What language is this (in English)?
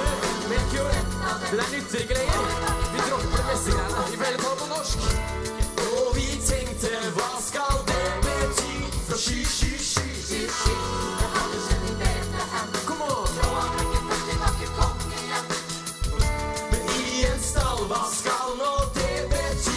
Norwegian